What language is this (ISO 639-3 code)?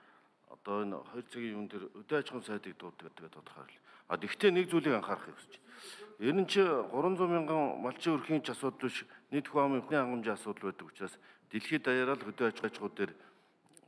mon